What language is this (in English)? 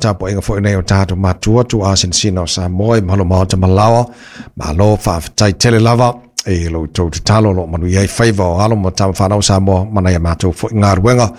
Samoan